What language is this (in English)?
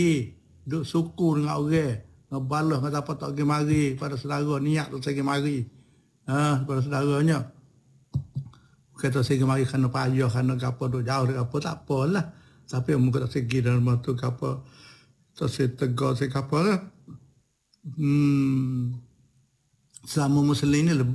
Malay